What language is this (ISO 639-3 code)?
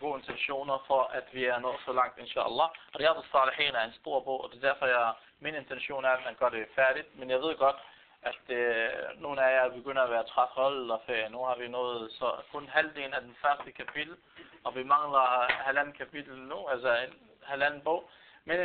dan